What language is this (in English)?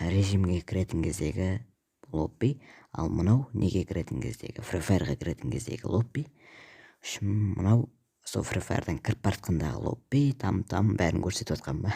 Kazakh